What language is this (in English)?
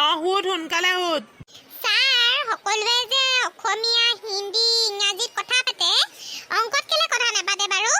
Assamese